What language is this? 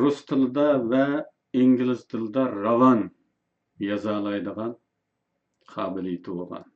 Uyghur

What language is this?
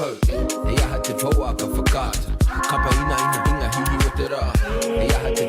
Māori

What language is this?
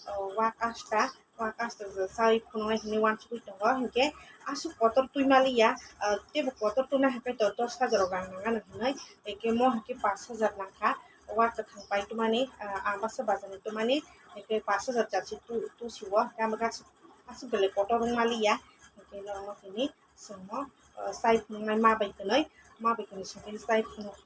Kok Borok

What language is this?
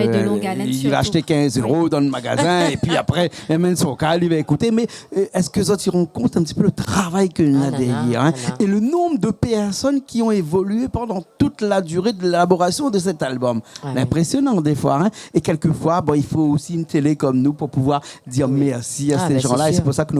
Réunion Creole French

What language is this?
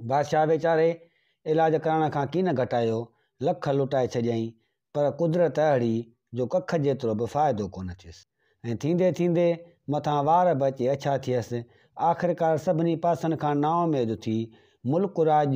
Sindhi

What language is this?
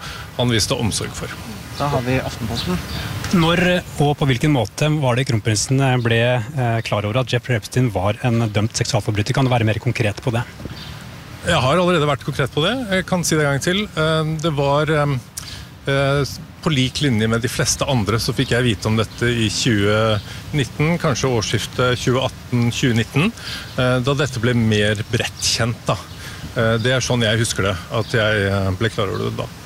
Norwegian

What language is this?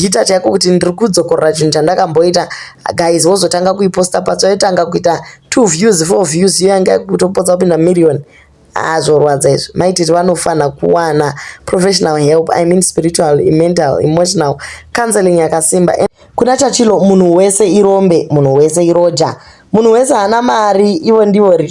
Shona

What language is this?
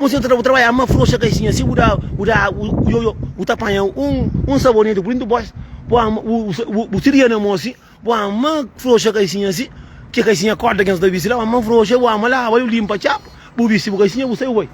Kabuverdianu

